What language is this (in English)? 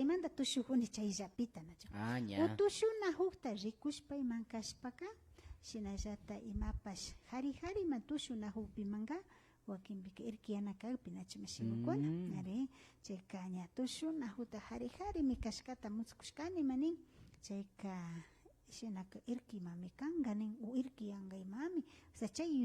Imbabura Highland Quichua